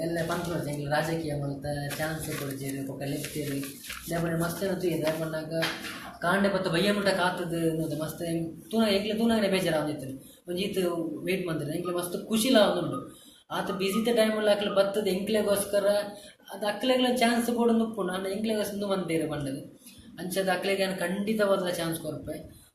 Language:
Tulu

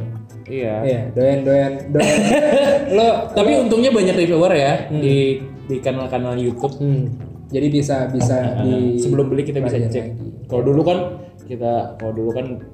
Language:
Indonesian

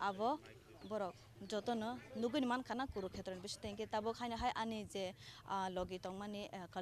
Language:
Kok Borok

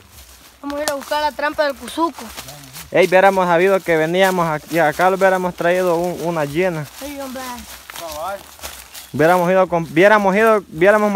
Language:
Spanish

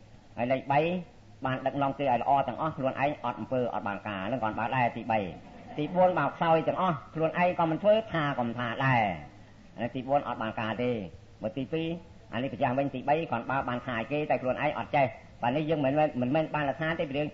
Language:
Khmer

